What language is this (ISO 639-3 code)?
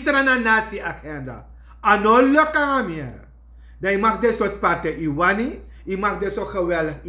srn